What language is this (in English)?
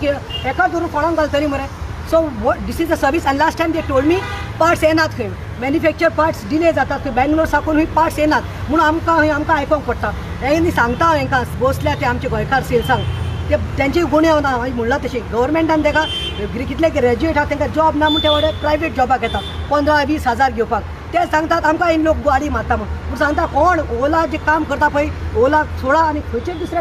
Konkani